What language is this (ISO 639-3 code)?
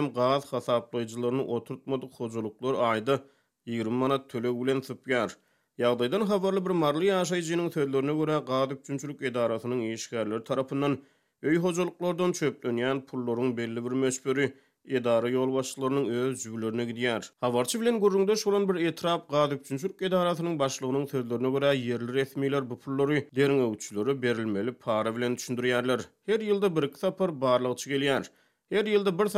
tuk